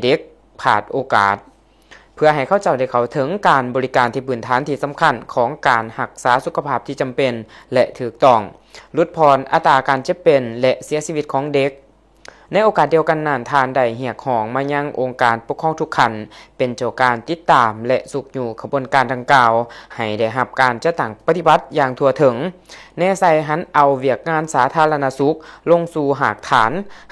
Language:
Lao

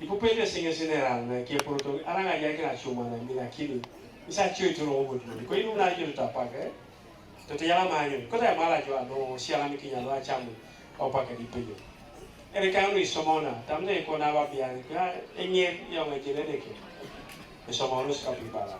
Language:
Teso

